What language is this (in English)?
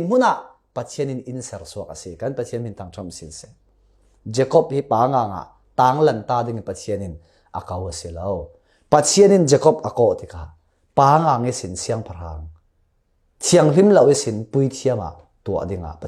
Falam Chin